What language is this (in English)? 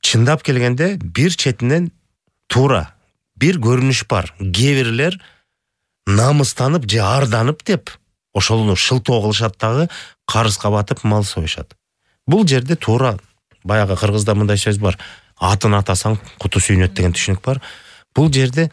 Kyrgyz